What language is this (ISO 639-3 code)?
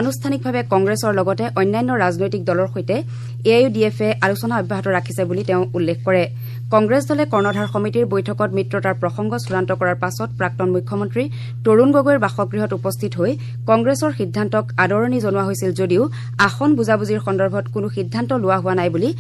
asm